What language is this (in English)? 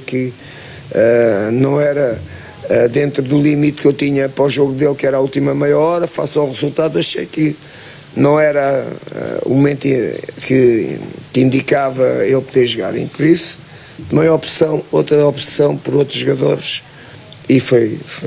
Portuguese